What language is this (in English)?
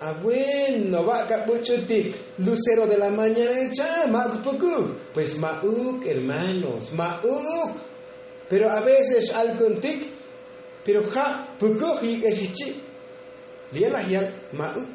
Tzotzil